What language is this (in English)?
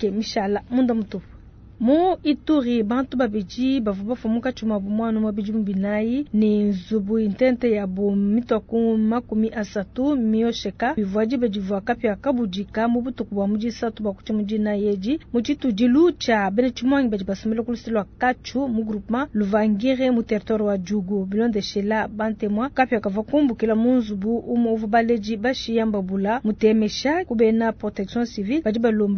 Luba-Lulua